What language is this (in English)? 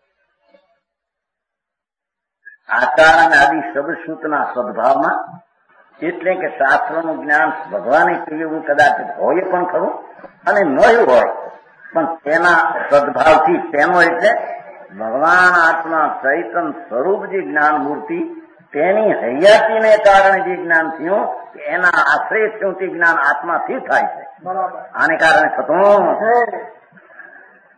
Gujarati